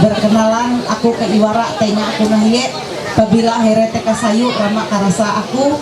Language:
Ma'anyan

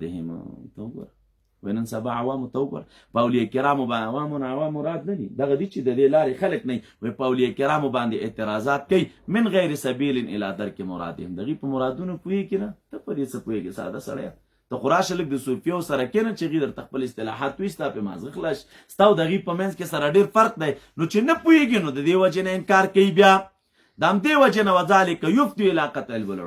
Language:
Pashto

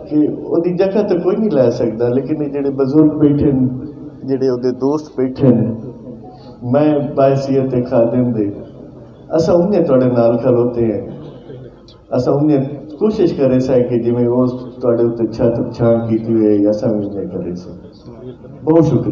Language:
Saraiki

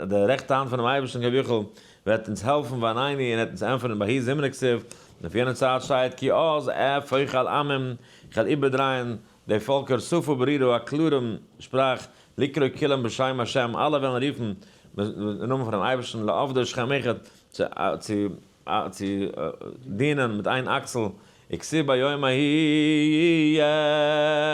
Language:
Yiddish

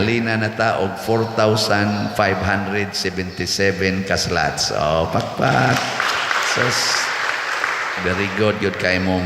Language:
Cebuano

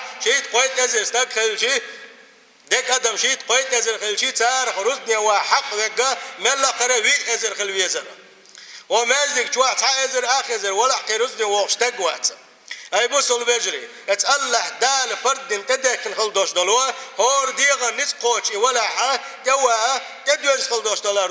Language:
Chechen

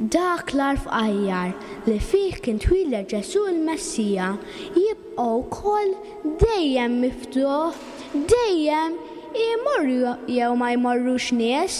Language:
Maltese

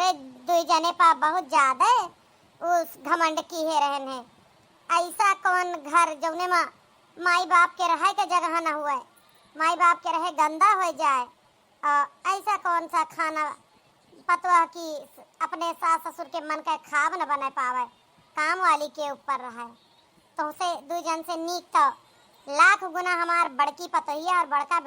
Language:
Awadhi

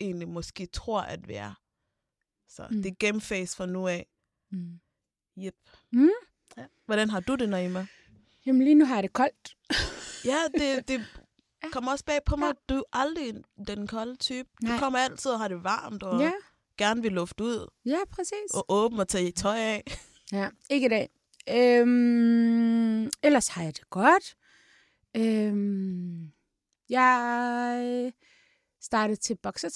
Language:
Danish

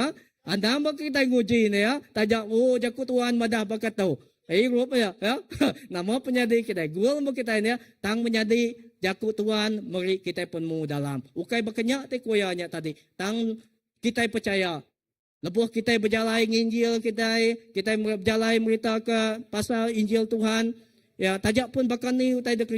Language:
Iban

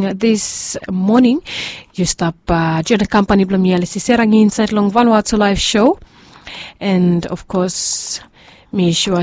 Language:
Bislama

